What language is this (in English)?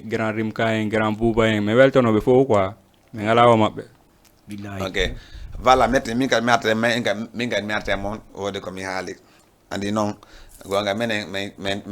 Fula